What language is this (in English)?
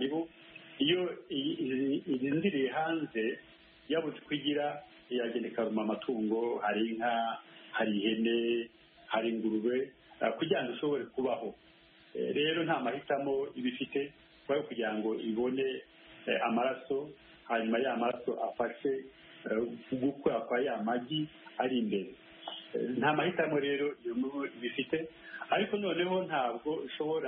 Kinyarwanda